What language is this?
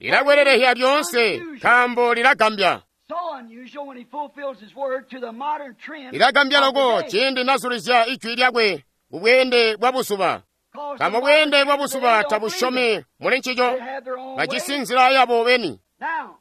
Tonga (Zambia)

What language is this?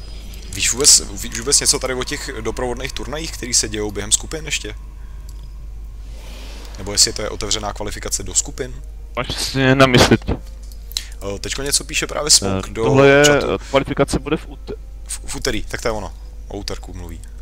Czech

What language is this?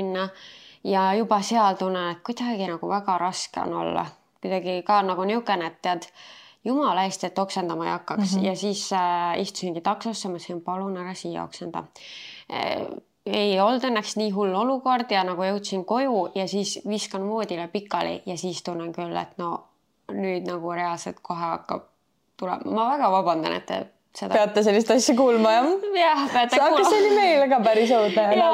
Estonian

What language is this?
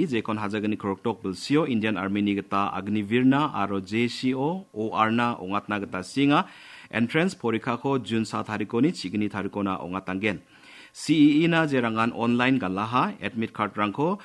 Garo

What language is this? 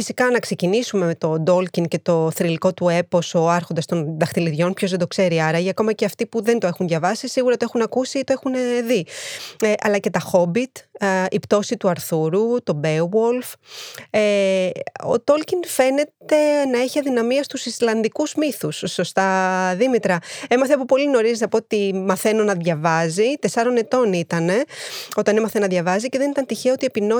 Greek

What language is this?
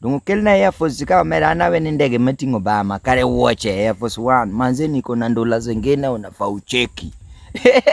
Luo (Kenya and Tanzania)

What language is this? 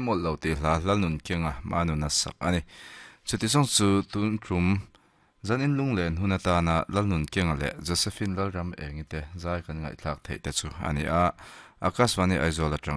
Mizo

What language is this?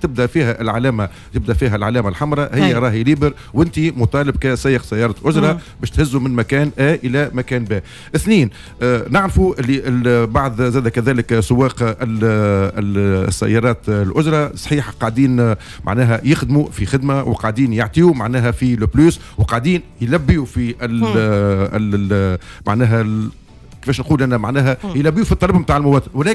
Tunisian Arabic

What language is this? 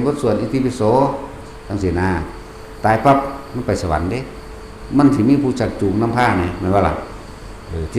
Northeastern Thai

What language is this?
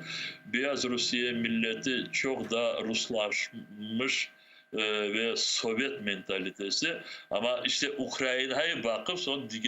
Crimean Tatar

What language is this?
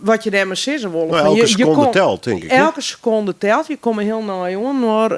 Western Frisian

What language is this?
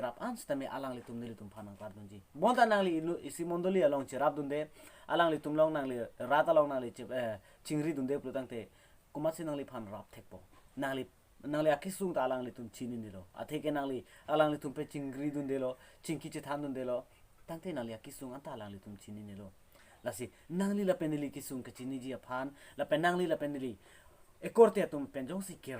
Karbi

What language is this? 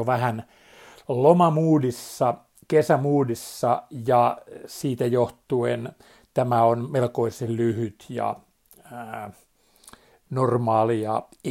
Finnish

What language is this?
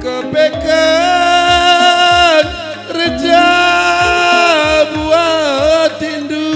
Batak Karo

